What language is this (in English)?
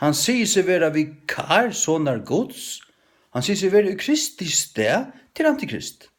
Faroese